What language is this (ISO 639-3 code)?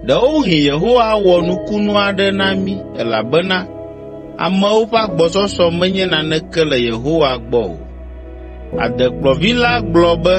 ewe